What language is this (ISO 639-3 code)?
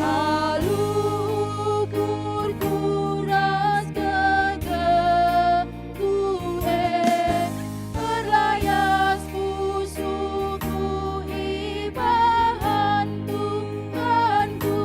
btx